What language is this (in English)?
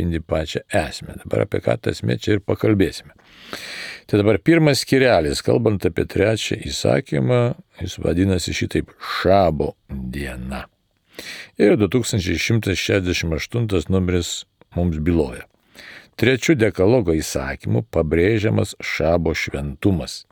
Lithuanian